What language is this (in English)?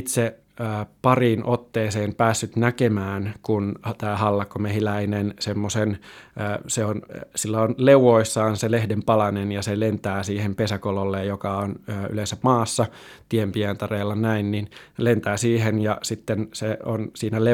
Finnish